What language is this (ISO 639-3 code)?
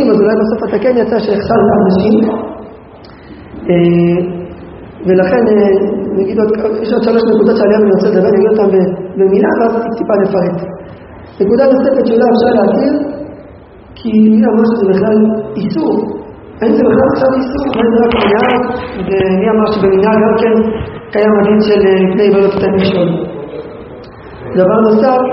heb